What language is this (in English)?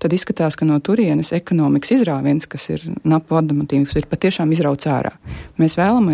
Latvian